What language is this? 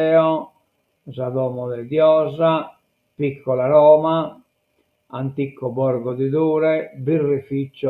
Sardinian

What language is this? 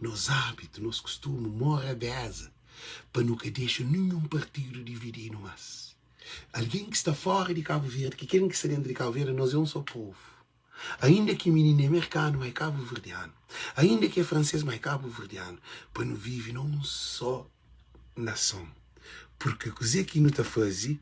Kabuverdianu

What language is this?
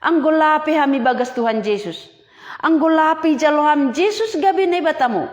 Batak Simalungun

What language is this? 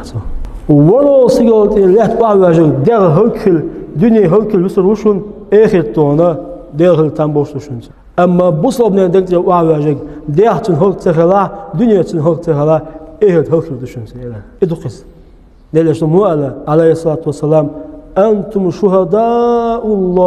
Chechen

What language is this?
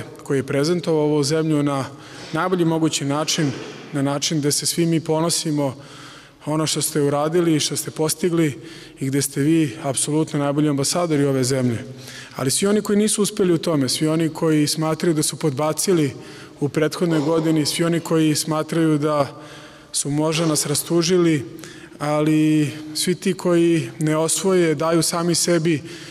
Serbian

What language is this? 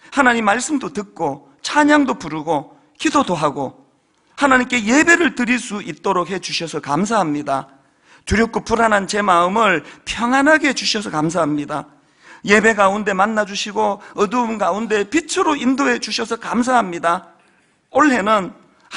Korean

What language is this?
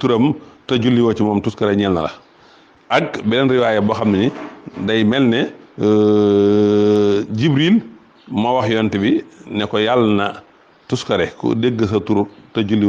Wolof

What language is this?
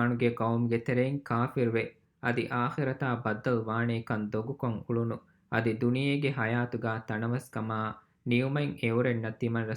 Divehi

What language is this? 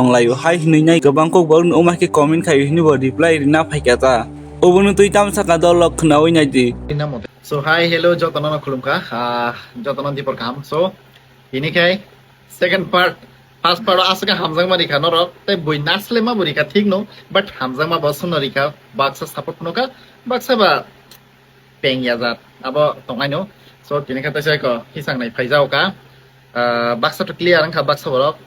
Kok Borok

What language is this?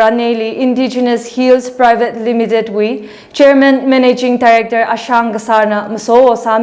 Tangkhul Naga (India)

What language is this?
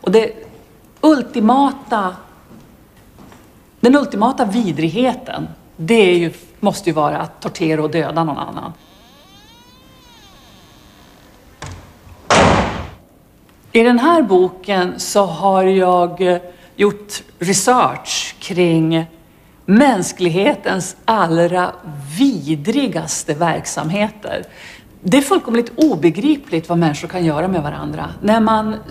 Swedish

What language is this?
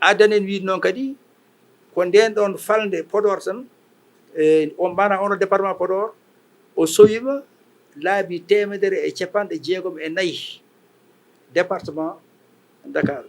Fula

